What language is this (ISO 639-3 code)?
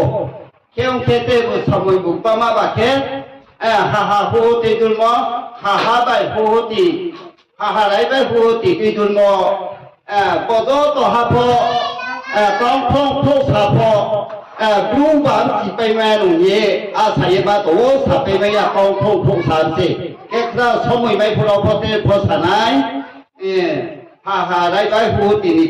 ria